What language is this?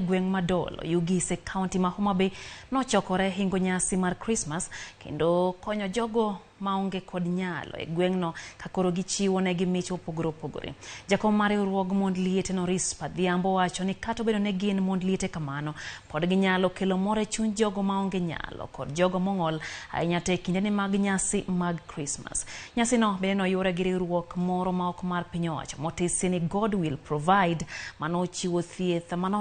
Luo (Kenya and Tanzania)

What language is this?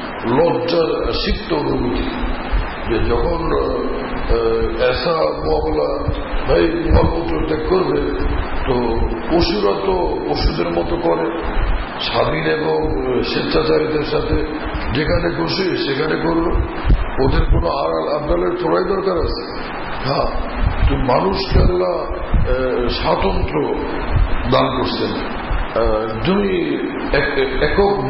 Bangla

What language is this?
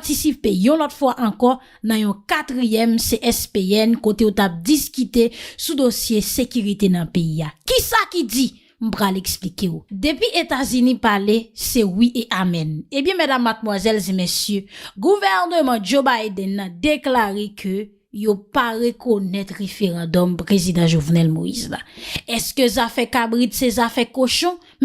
Haitian Creole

